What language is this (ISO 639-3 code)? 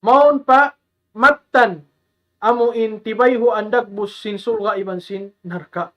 tsg